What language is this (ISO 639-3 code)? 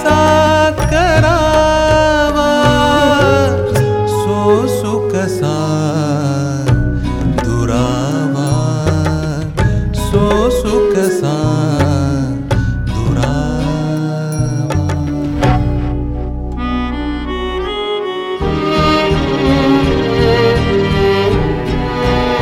mar